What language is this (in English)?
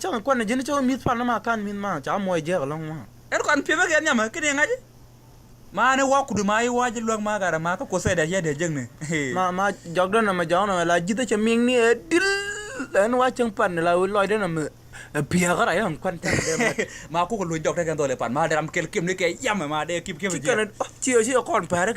Nuer